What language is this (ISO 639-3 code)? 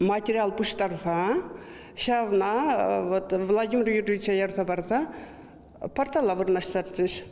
chv